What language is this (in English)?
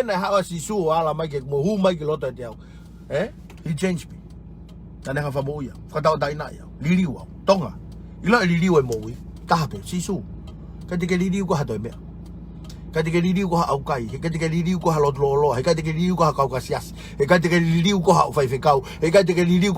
Tongan